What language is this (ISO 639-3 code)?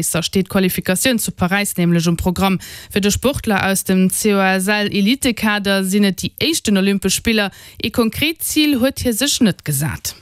ltz